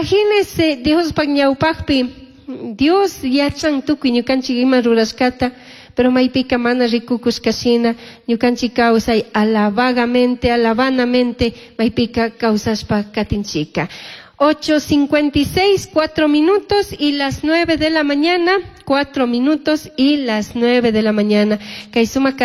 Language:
Chimborazo Highland Quichua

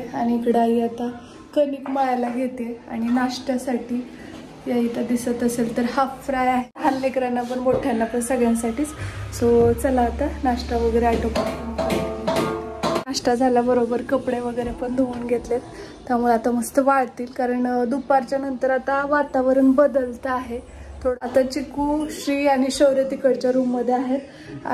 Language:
Marathi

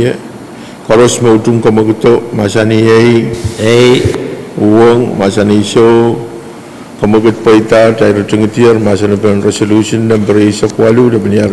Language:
Pohnpeian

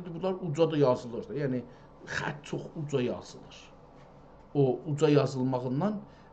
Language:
South Azerbaijani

